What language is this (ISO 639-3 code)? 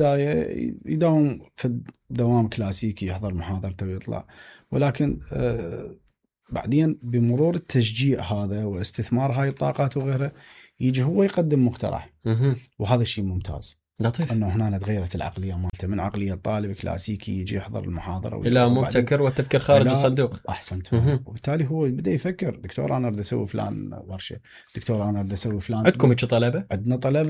acm